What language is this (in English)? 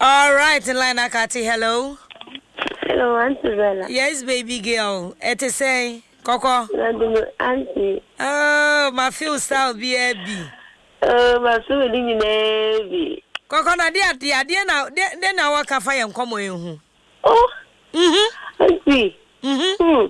Akan